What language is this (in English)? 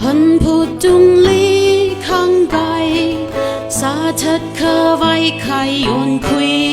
Tangkhul Naga (India)